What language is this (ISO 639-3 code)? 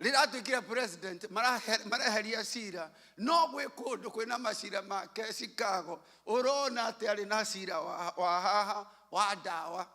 kik